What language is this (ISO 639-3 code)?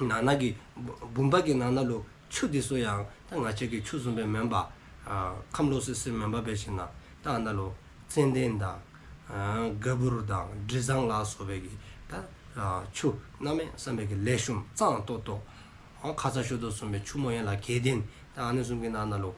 dzo